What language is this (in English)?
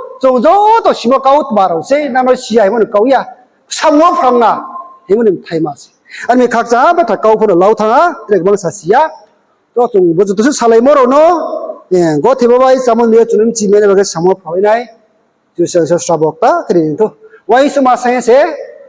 Riang (India)